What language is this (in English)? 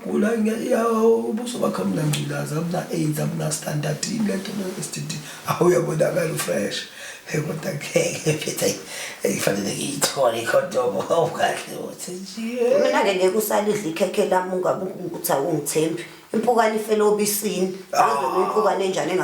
Zulu